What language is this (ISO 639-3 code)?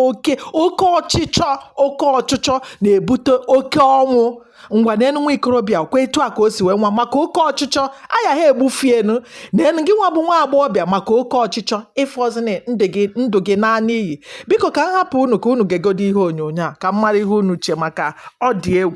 ibo